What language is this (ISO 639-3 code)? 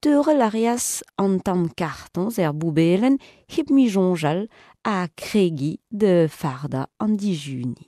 bre